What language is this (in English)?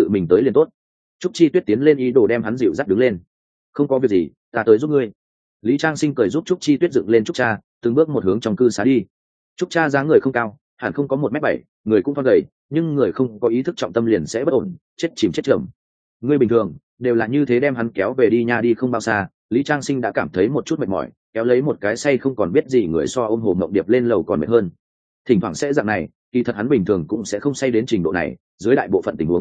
Vietnamese